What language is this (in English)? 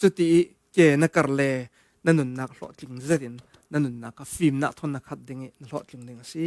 Falam Chin